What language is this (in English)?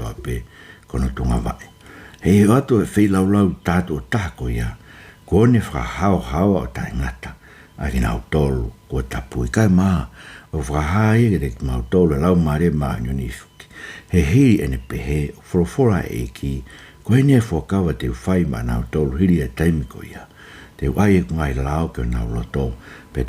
Tongan